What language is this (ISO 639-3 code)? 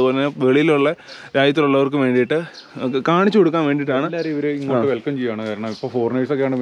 mal